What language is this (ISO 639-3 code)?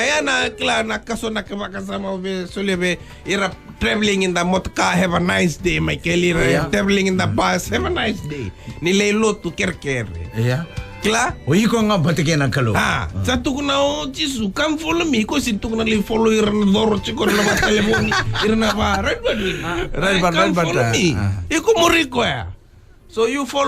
fij